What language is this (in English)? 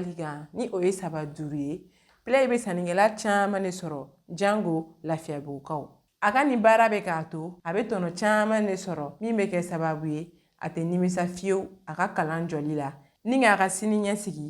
Bambara